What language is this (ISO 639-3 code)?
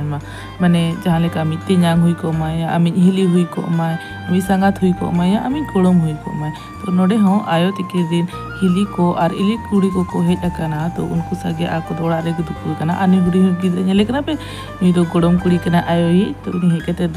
sat